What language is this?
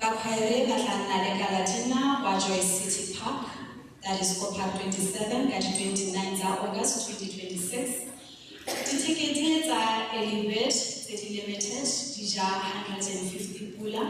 Tswana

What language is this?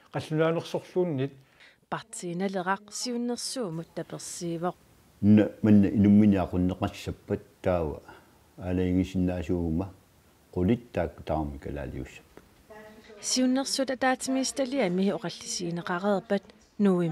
Kalaallisut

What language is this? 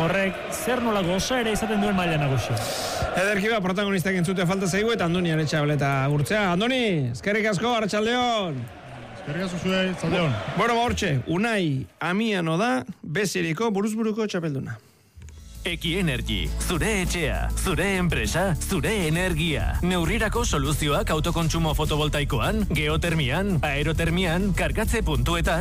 Basque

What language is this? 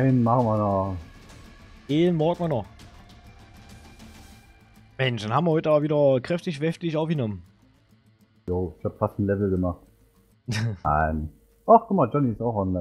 German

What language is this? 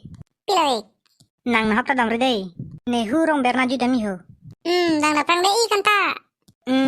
Karbi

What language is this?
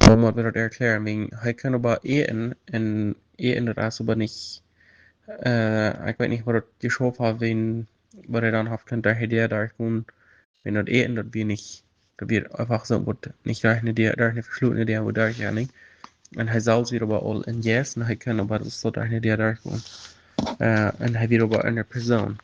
Plautdietsch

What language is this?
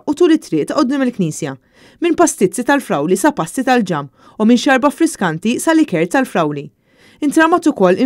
Maltese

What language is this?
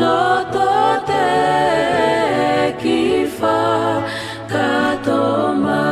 Tongan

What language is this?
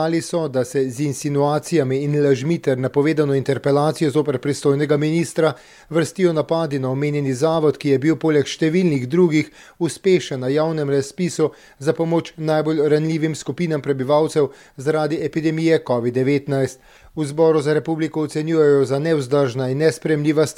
Slovenian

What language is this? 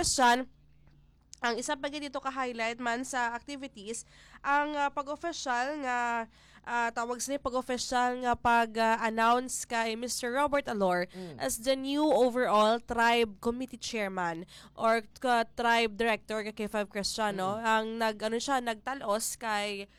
Hiligaynon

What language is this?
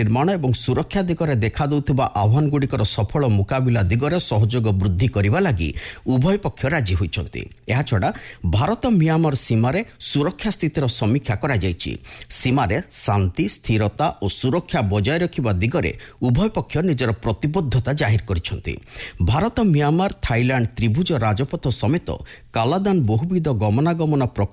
Odia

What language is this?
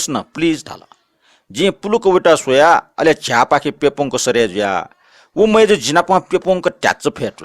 Newari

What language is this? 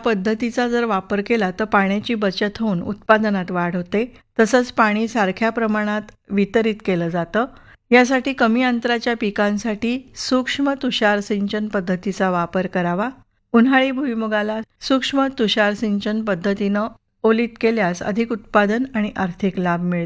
Marathi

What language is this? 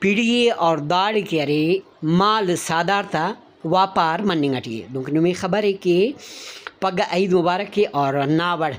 Brahui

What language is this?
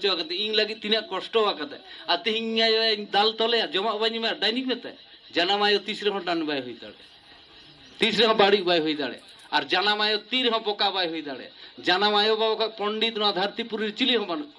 Santali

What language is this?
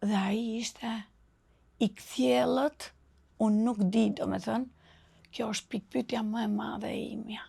Albanian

